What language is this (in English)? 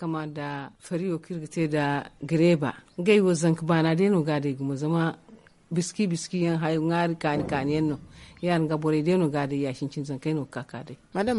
Zarma